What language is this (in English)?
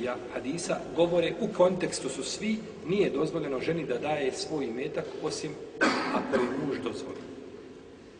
Bosnian